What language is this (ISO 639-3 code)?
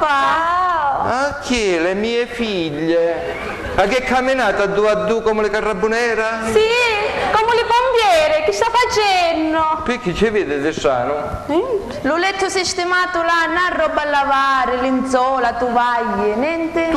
scn